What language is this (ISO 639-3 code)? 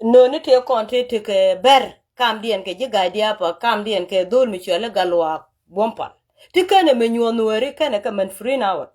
nus